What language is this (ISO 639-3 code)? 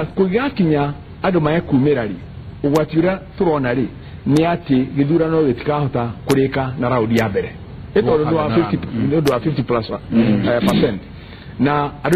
kik